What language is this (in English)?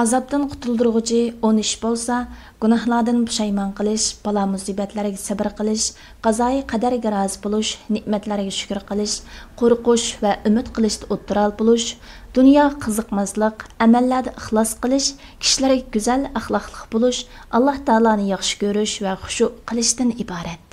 Uyghur